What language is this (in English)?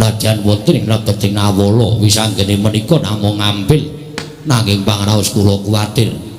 Javanese